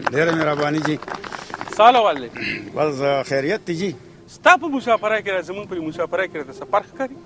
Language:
Pashto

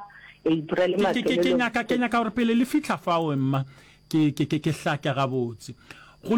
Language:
Northern Sotho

